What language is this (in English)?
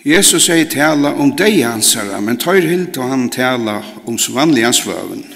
Faroese